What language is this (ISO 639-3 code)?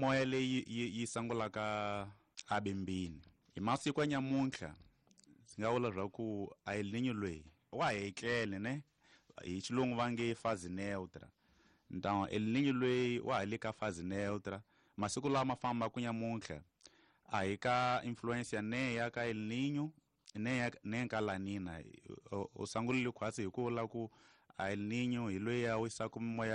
tso